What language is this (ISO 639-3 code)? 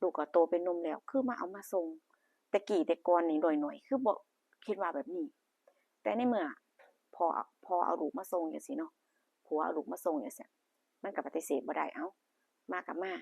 tts